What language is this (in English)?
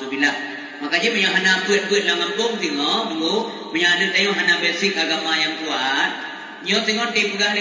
Achinese